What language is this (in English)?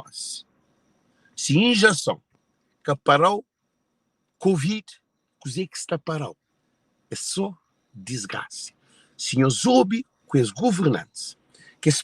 Kabuverdianu